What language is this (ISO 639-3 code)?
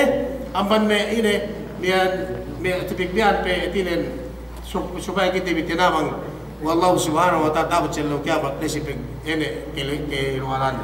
yka